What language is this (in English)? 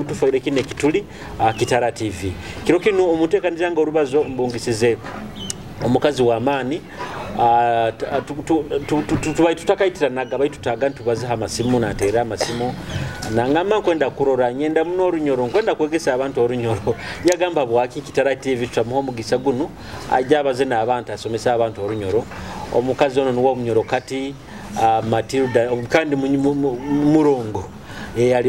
Nyoro